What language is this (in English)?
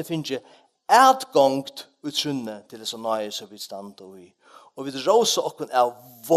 Faroese